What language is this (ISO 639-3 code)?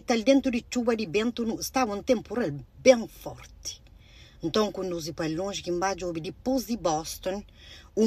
kea